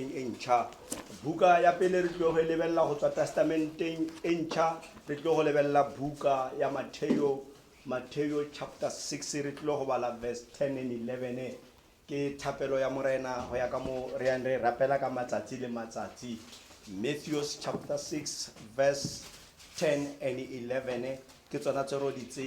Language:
Tswana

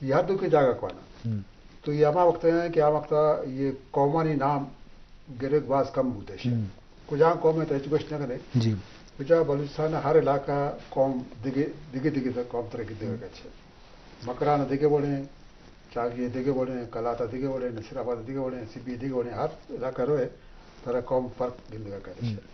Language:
Eastern Balochi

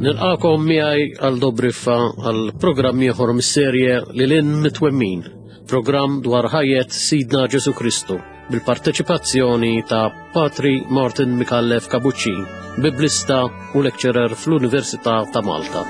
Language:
Maltese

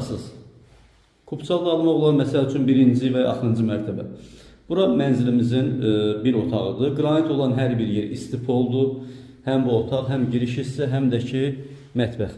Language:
Azerbaijani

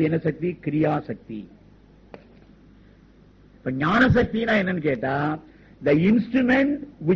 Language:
Tamil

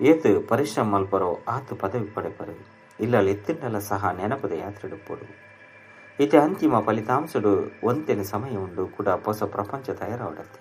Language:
Tulu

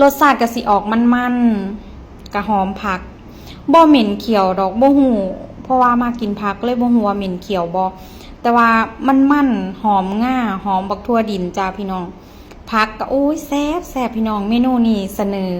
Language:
Northeastern Thai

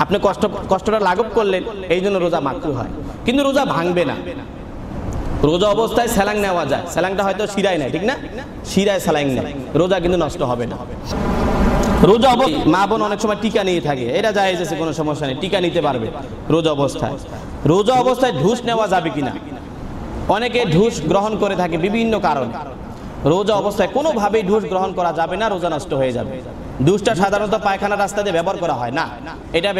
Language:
Bangla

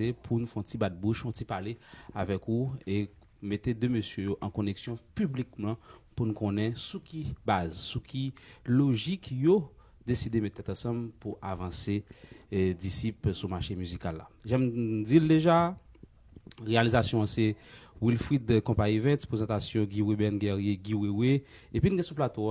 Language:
Haitian Creole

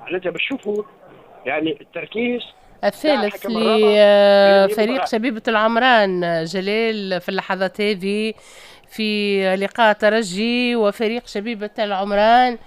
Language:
Tunisian Arabic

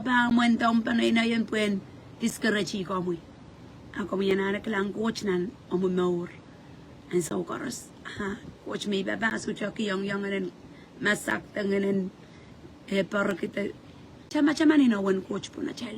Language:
Pohnpeian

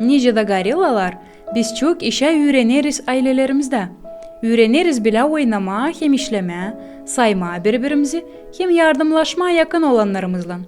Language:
Gagauz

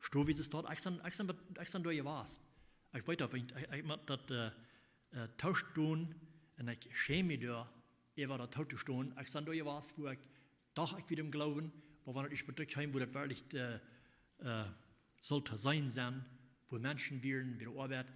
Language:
Plautdietsch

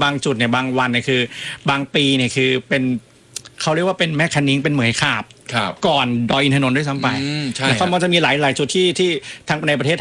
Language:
Thai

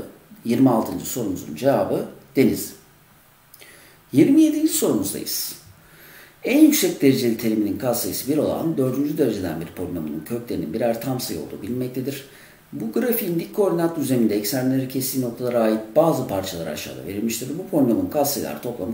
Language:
Turkish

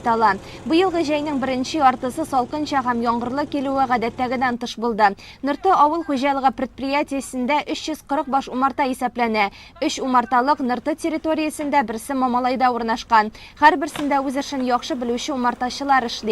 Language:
Tatar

